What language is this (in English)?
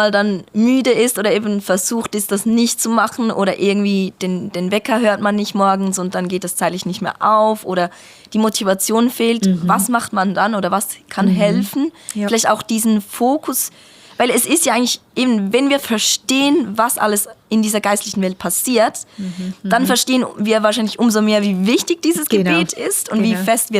Swiss German